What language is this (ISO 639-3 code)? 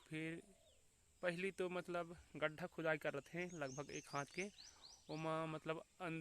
hne